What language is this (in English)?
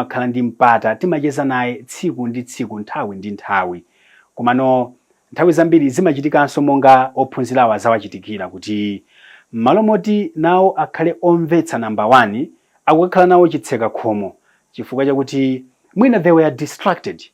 Nyanja